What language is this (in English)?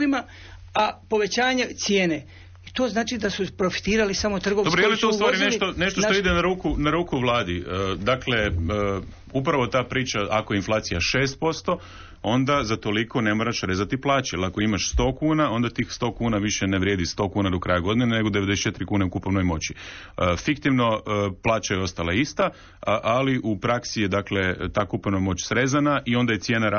Croatian